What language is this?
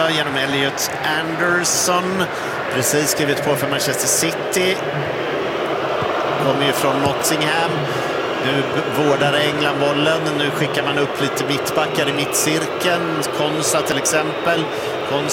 Swedish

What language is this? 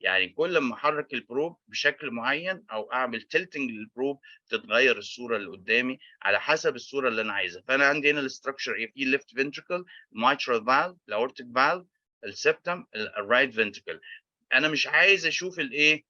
Egyptian Arabic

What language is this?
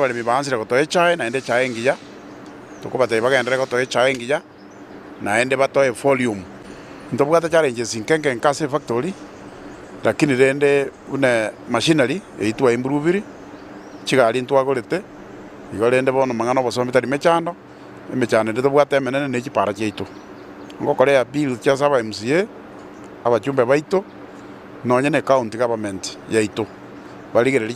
Gusii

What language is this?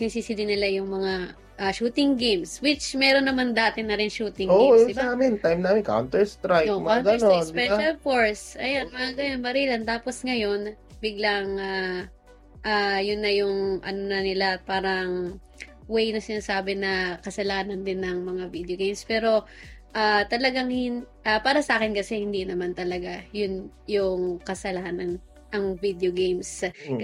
Filipino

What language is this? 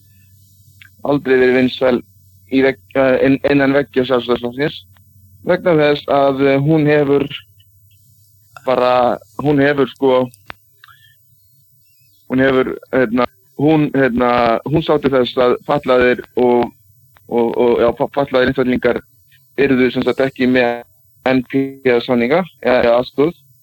Icelandic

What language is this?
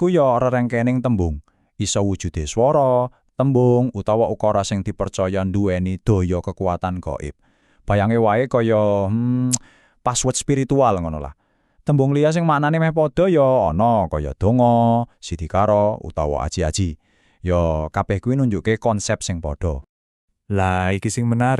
Javanese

